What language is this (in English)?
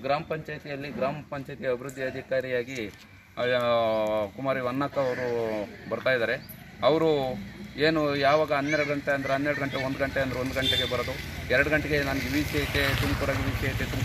Kannada